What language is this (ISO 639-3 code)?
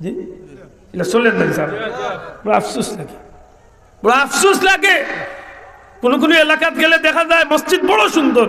syl